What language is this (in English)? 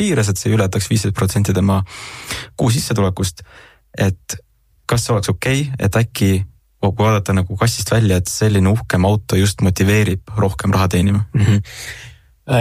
Estonian